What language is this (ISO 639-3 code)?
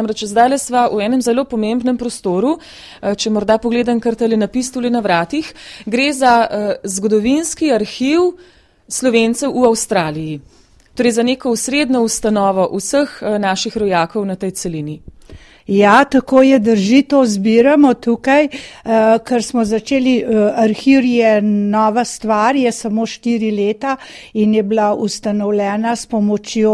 slv